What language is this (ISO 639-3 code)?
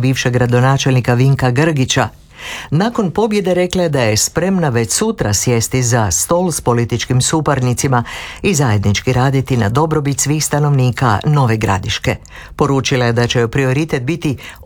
hrv